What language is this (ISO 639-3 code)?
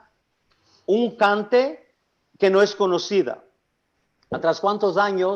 lad